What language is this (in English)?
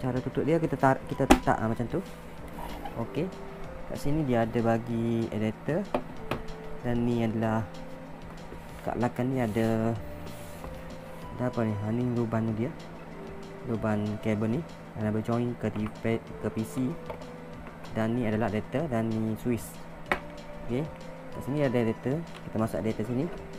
Malay